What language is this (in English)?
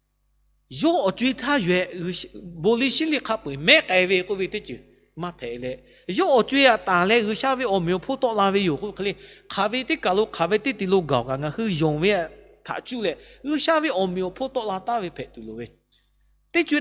Lahu